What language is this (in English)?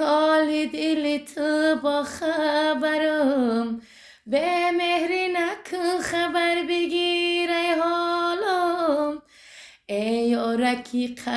Tajik